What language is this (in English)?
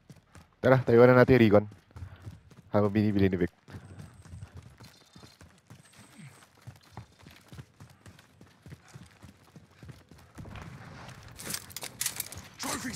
Filipino